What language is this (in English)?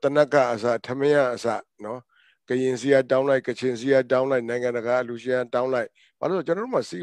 Burmese